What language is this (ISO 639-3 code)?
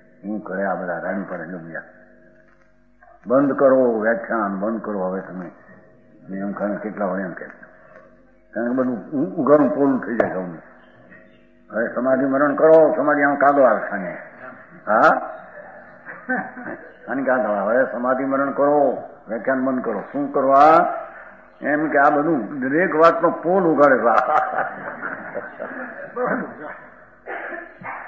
guj